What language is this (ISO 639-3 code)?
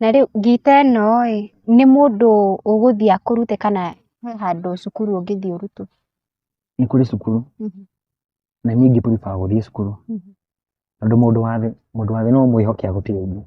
kik